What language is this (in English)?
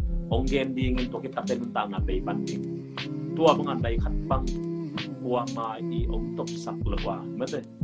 Tedim Chin